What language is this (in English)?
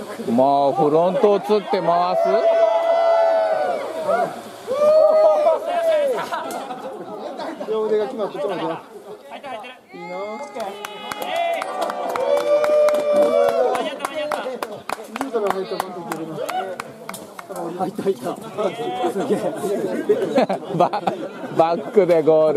Japanese